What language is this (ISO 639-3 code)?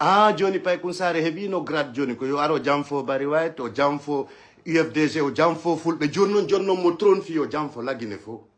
ful